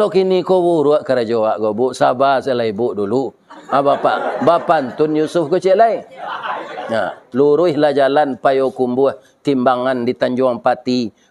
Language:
Minangkabau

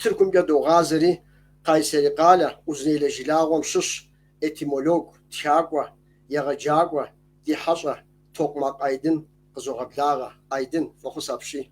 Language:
Kabardian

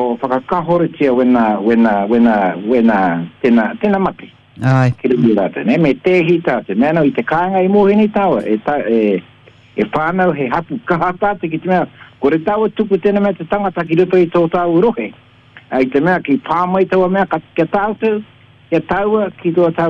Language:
Māori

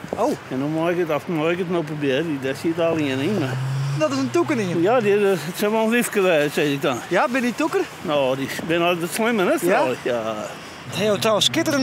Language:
Western Frisian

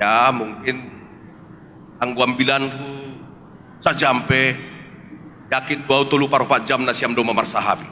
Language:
Batak Simalungun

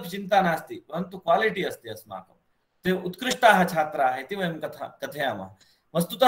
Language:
Sanskrit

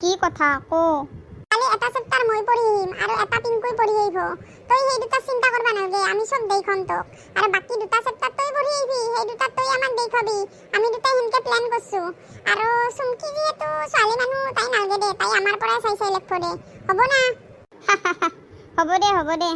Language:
Assamese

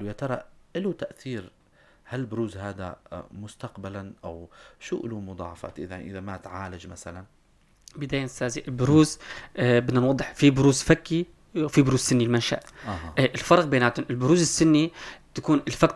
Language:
North Levantine Arabic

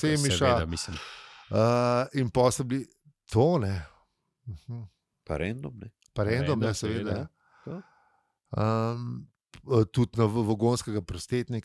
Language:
Slovenian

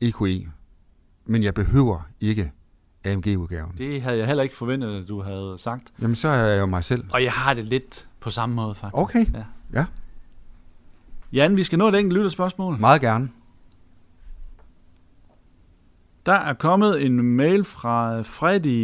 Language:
Danish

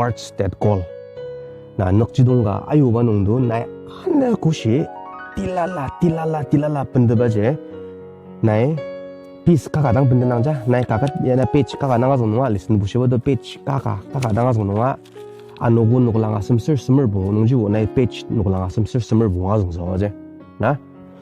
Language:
Ao Naga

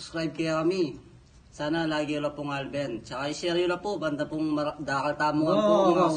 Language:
Pampanga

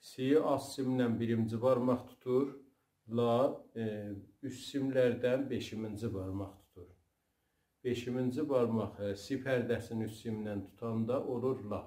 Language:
South Azerbaijani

